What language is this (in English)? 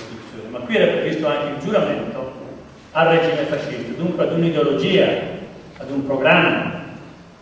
Italian